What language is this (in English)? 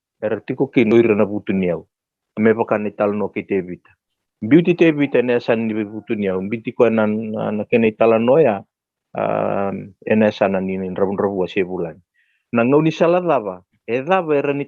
Fijian